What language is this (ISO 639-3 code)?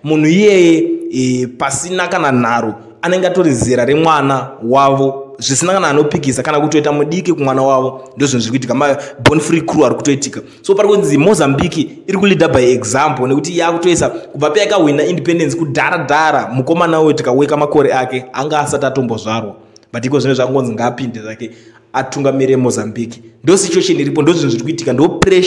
sna